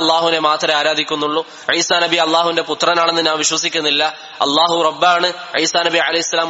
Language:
Malayalam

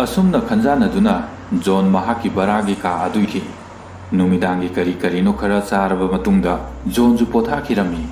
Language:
Manipuri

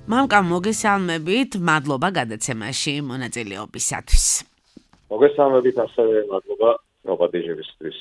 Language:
Georgian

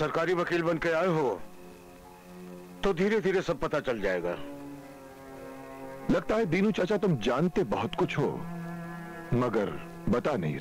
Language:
Hindi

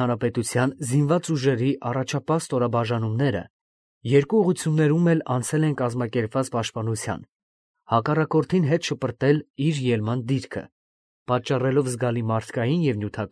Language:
Armenian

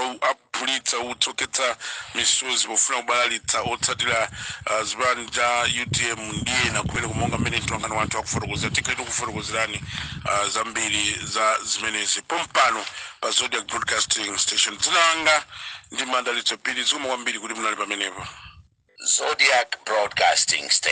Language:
Nyanja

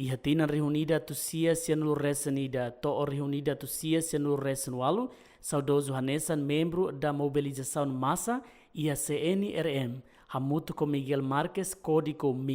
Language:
Tetum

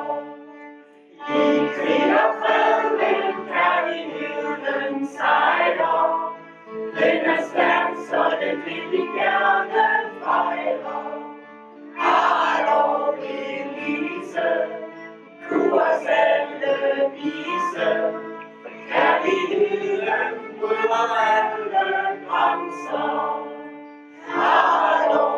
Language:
Danish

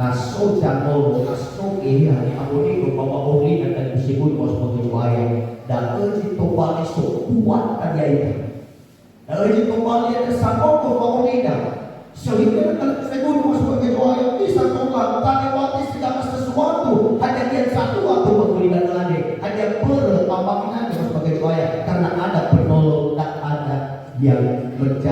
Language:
Nias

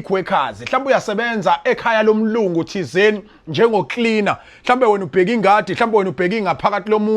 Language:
Zulu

